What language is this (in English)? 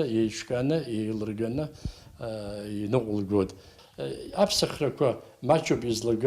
Abkhazian